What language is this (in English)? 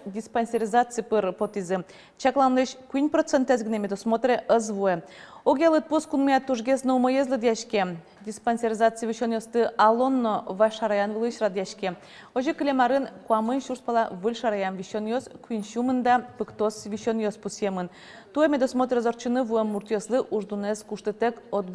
Udmurt